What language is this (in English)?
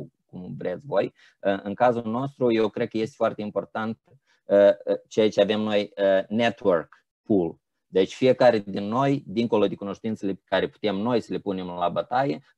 Romanian